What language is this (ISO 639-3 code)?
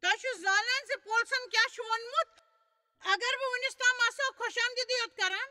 kas